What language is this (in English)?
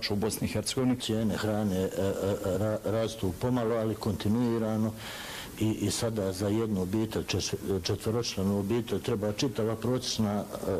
Bosnian